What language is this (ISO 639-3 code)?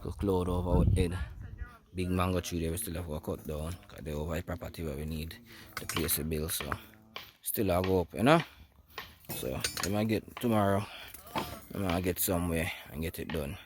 jam